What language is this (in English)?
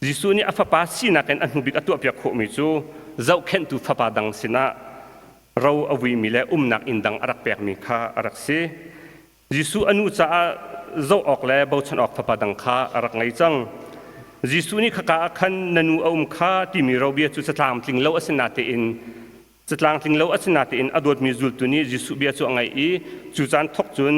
Hakha Chin